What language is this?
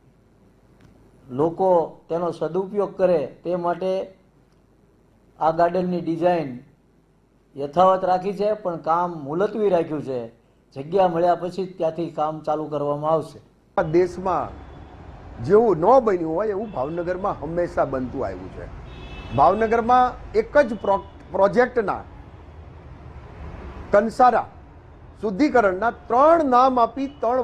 Gujarati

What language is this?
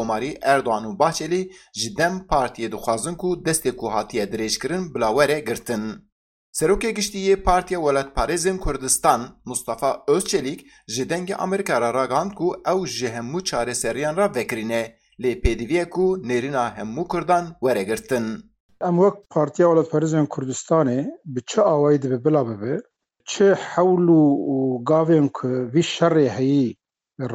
Kurdish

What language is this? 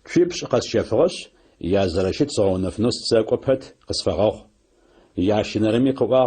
Adyghe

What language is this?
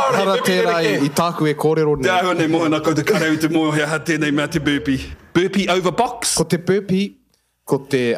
Māori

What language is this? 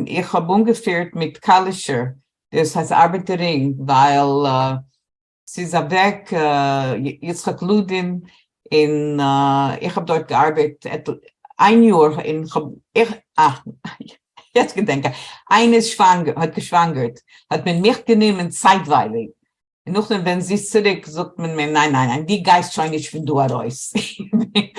Yiddish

